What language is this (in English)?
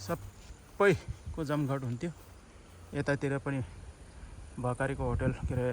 Nepali